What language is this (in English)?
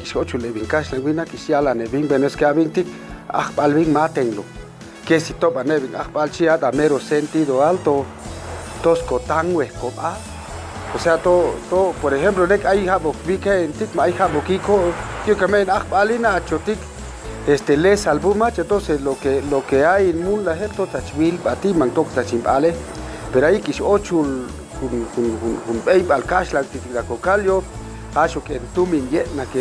Chuj